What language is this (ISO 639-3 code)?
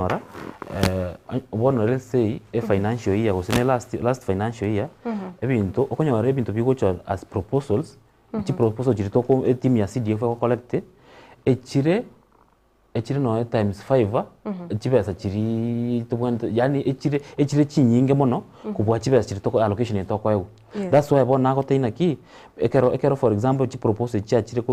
guz